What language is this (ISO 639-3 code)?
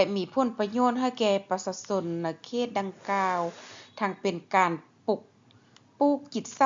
lao